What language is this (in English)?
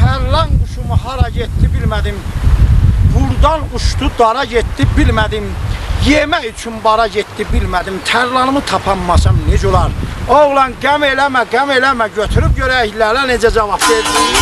South Azerbaijani